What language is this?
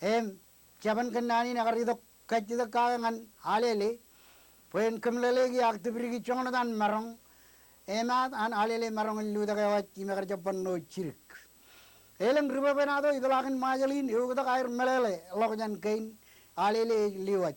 Marshallese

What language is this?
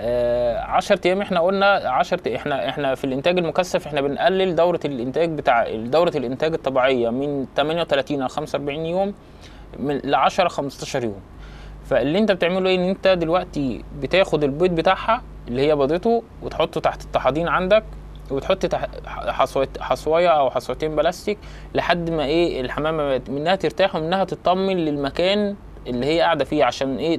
Egyptian Arabic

